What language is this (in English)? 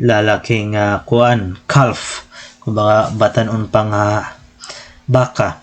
Waray